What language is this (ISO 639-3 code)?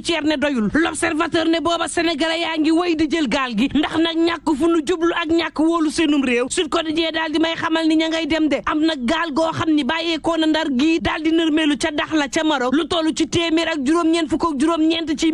wol